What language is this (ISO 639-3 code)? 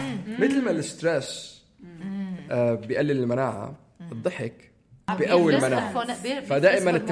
apc